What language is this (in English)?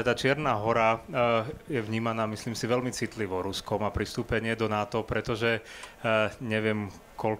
Slovak